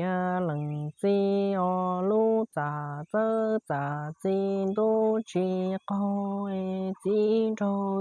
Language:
Hmong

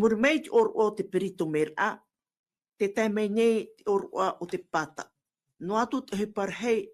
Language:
Tahitian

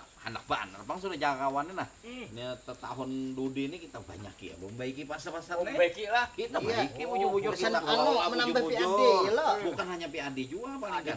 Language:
Banjar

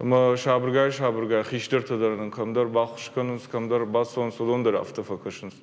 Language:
Ossetic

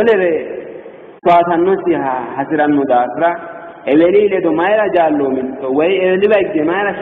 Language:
Sidamo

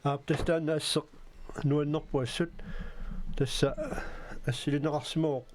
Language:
Kalaallisut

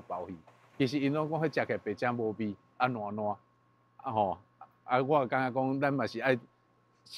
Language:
Min Nan Chinese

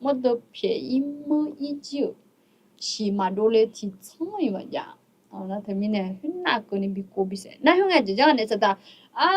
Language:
Akha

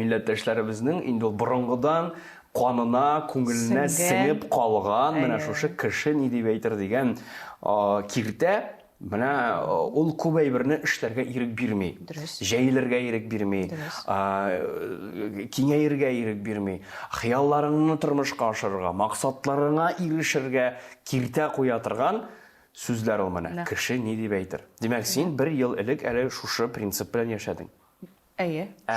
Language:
Tatar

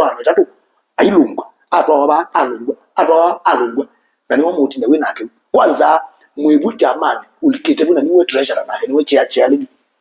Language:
Kamba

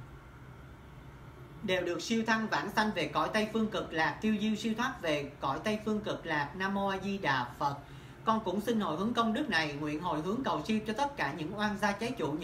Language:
Vietnamese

